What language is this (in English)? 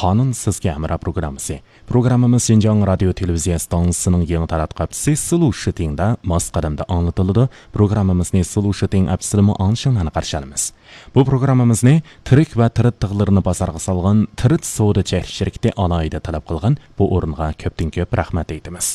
Uyghur